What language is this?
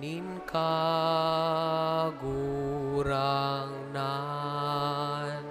Bikol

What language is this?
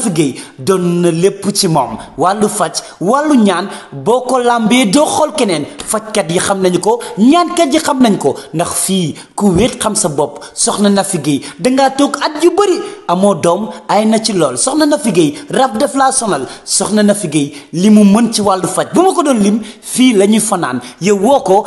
Wolof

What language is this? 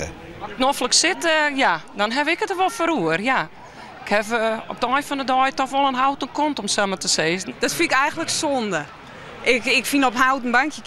Western Frisian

